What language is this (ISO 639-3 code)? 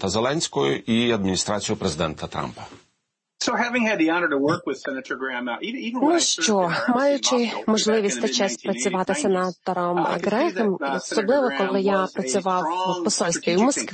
ukr